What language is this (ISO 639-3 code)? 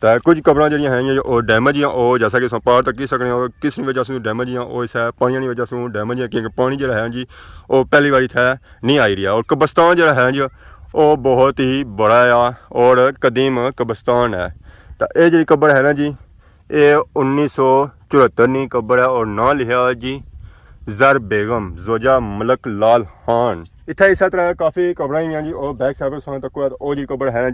phr